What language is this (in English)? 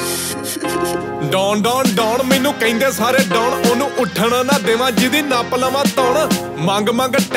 Punjabi